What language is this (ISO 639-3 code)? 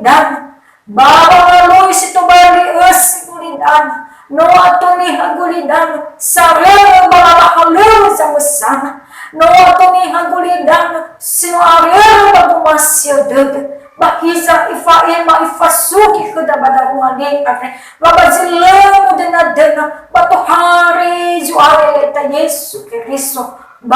nia